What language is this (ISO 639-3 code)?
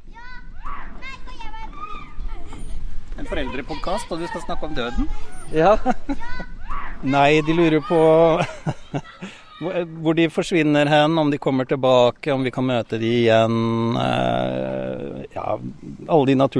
nor